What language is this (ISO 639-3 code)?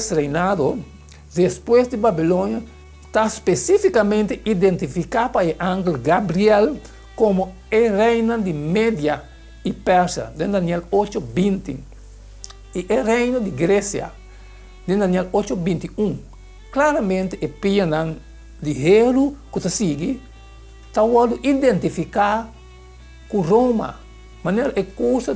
pap